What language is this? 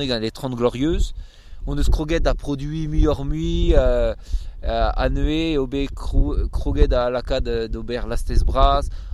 Breton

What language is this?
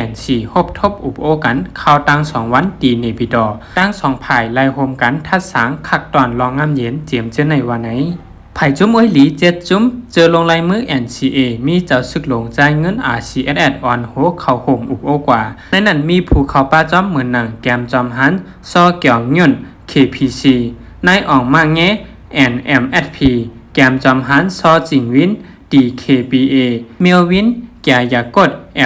Shan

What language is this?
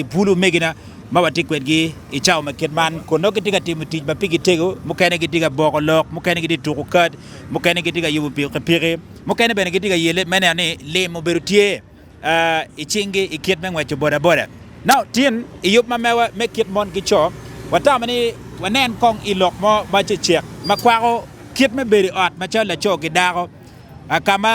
Acoli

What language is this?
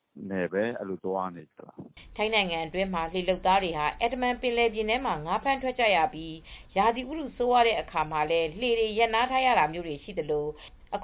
Burmese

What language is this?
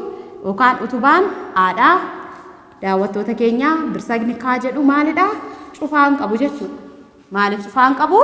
Oromo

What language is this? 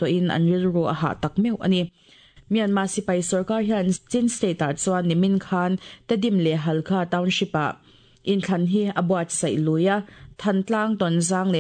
Mizo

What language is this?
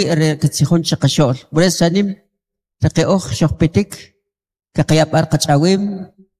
Kʼicheʼ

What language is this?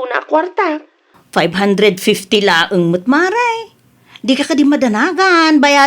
Iloko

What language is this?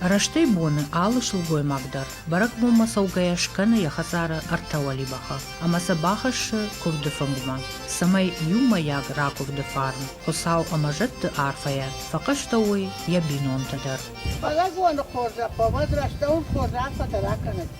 Ossetic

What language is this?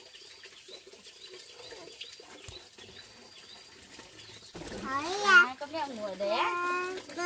Vietnamese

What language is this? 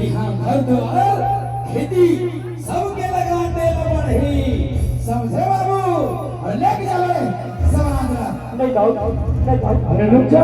Chhattisgarhi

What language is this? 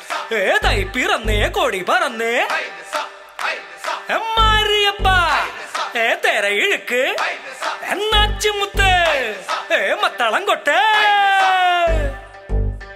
Malayalam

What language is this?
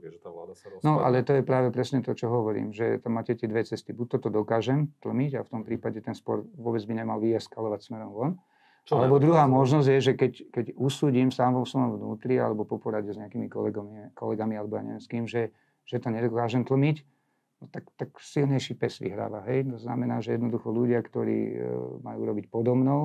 Slovak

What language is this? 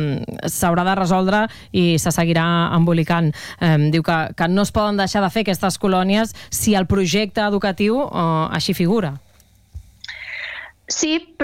Catalan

